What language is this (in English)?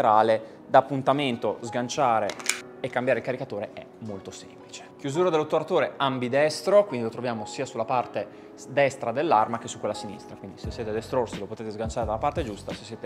Italian